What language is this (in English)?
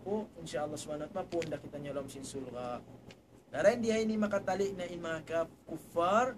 Tausug